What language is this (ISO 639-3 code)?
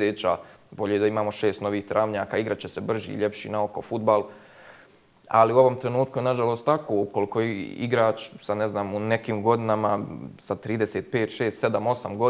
bos